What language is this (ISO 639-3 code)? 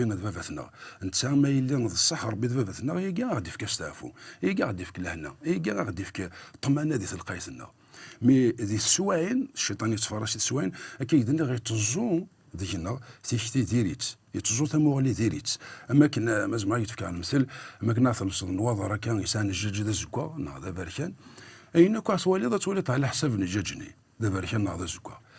kab